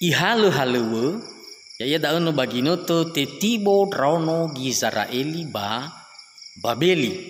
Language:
Nias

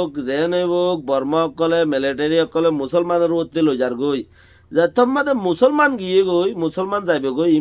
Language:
Rohingya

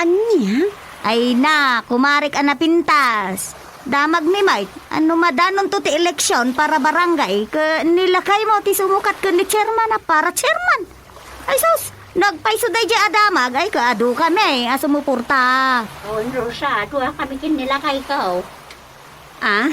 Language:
Iloko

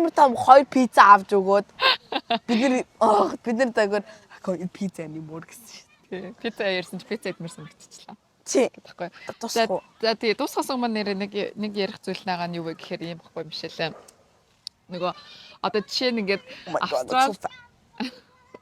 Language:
Mongolian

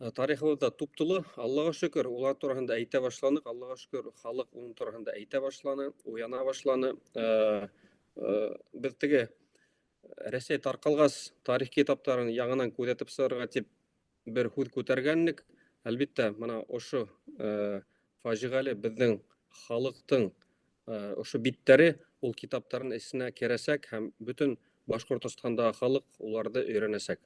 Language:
Bashkir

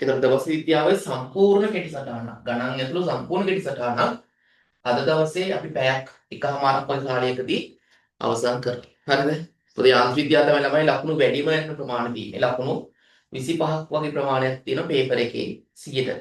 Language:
Sinhala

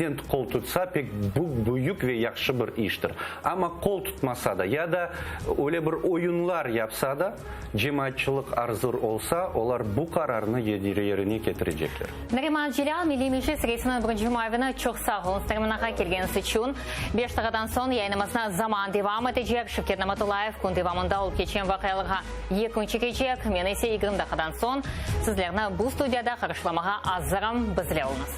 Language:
Crimean Tatar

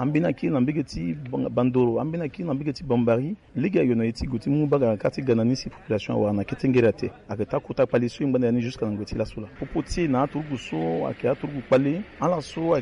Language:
Sango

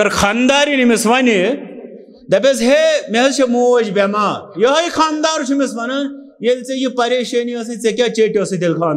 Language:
Kashmiri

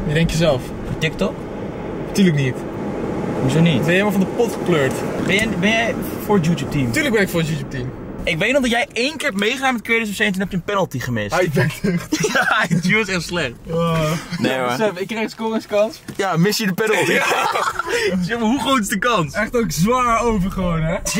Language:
Dutch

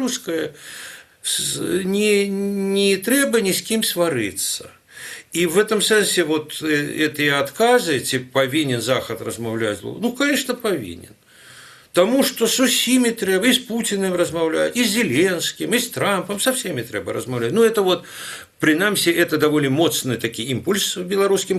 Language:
Belarusian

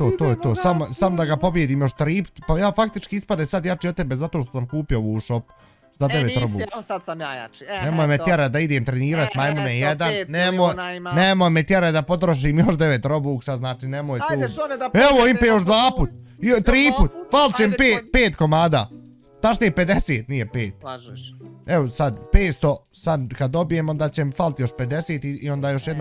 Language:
Bosnian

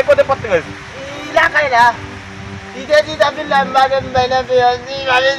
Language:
Haitian Creole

